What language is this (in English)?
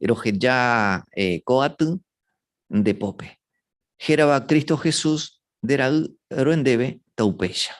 Guarani